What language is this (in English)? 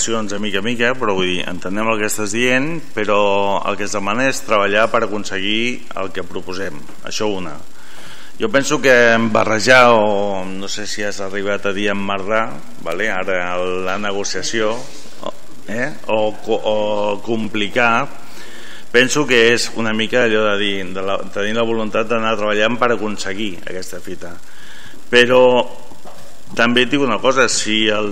Catalan